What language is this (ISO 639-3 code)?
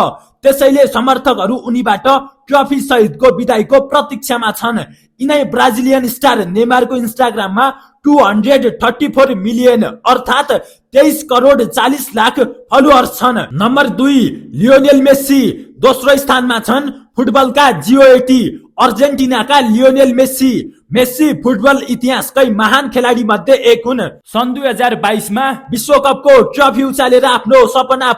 nep